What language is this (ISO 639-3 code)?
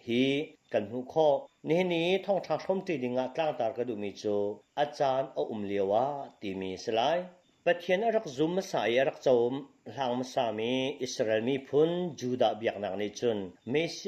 cnh